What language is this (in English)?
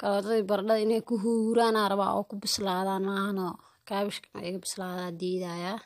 Somali